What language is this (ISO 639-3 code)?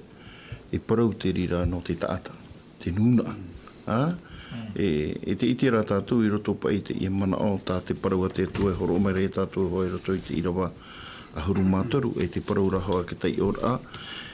tah